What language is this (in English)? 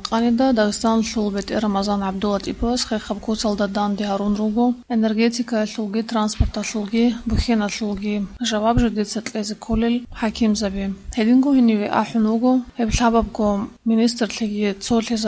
Avaric